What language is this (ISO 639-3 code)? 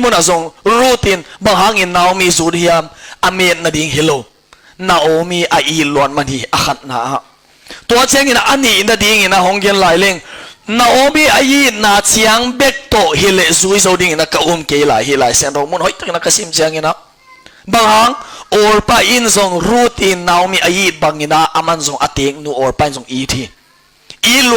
ctd